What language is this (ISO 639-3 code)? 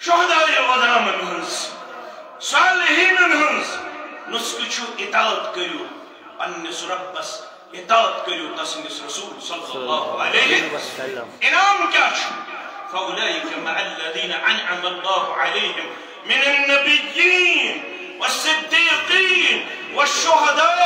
kas